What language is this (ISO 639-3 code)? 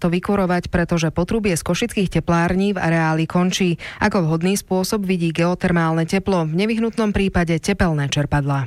slk